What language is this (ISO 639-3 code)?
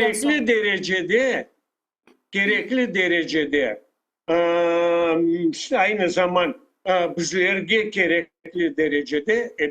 crh